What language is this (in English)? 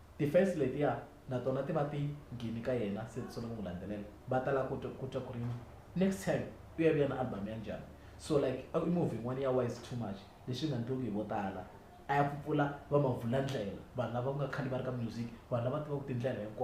Tsonga